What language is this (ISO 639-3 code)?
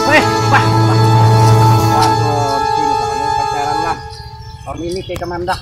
bjn